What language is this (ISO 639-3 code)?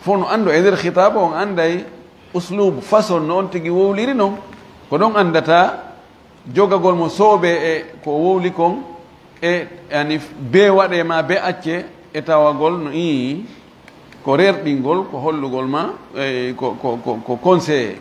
ful